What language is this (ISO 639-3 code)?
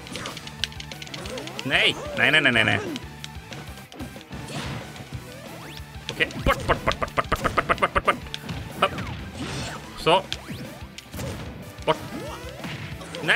swe